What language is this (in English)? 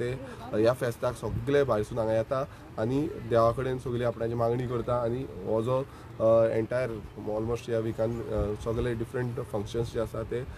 Konkani